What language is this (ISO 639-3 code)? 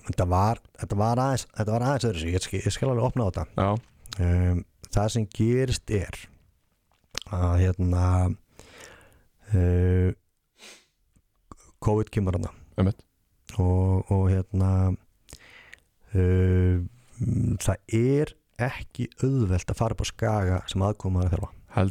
isl